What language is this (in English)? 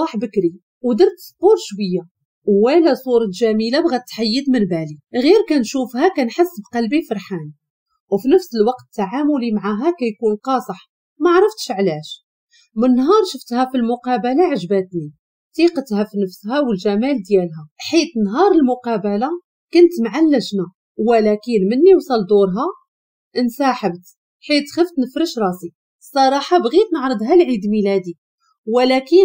Moroccan Arabic